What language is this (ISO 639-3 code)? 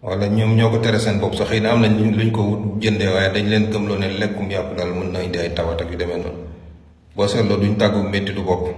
wol